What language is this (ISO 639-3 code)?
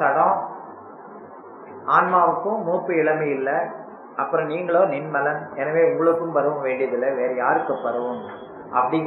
tam